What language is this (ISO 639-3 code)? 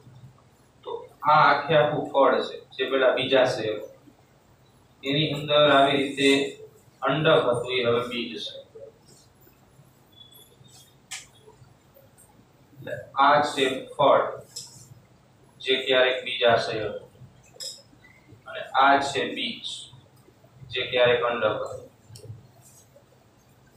guj